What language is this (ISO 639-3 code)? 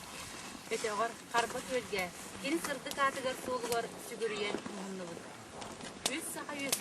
sah